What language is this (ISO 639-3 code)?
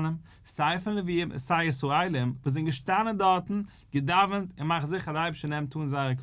yid